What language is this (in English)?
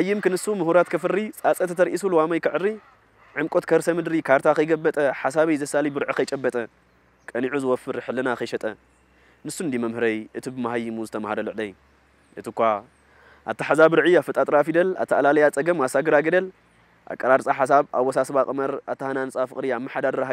Tigrinya